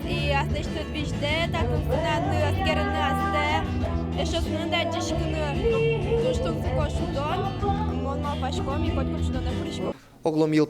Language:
Udmurt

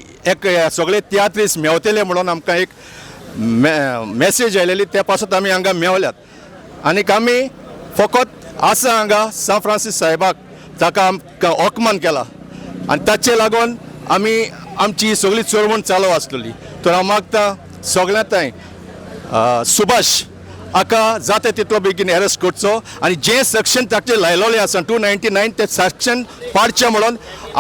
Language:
Konkani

